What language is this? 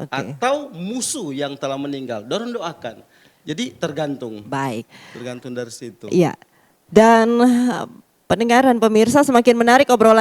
Manado Malay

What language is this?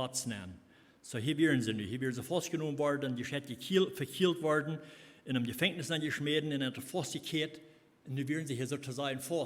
Plautdietsch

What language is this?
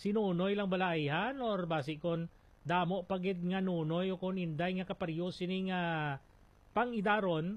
Hiligaynon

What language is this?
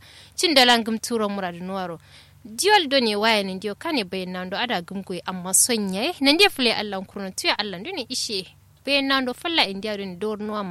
Kanuri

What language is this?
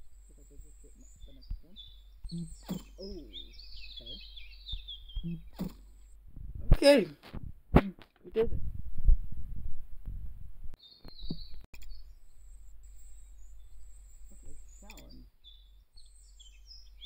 English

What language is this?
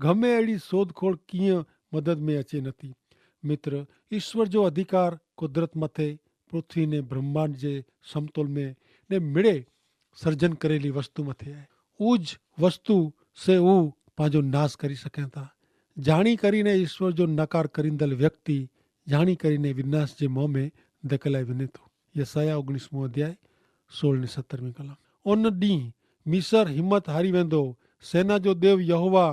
Kachhi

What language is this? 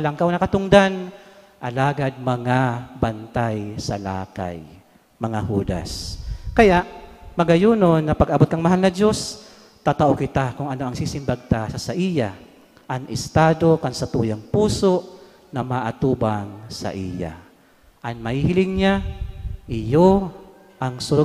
Bikol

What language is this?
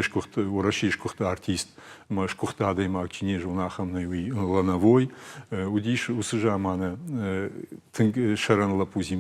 Ossetic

